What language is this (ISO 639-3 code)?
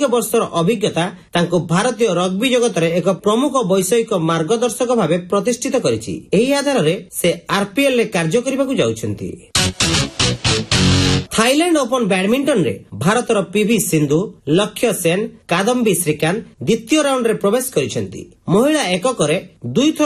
ori